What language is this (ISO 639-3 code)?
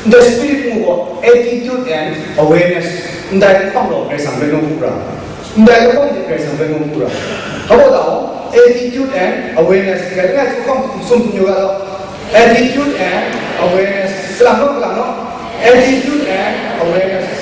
kac